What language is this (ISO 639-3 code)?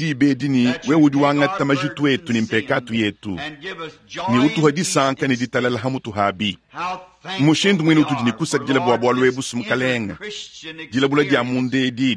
lua